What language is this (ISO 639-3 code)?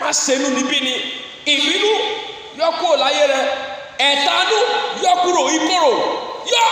yor